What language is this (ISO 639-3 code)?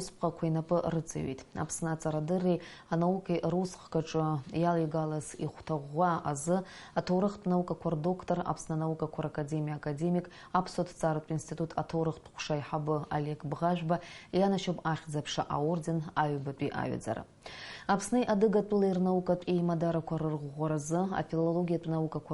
abk